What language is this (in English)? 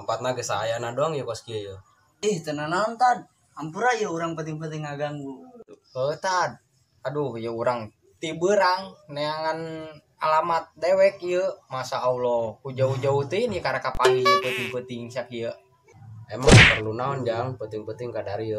Sundanese